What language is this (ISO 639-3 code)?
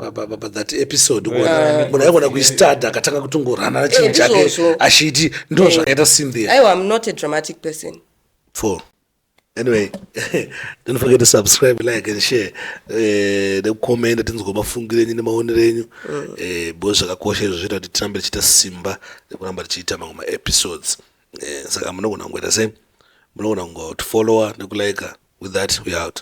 sna